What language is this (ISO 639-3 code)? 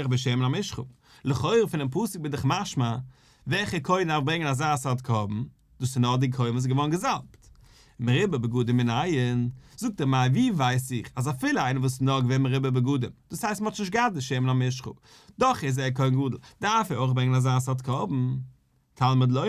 yid